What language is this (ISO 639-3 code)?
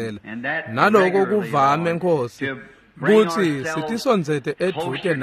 ssw